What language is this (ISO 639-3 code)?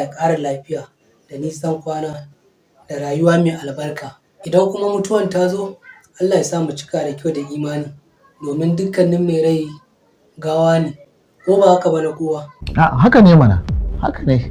hau